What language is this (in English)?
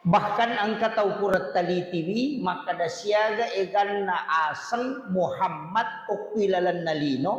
Buginese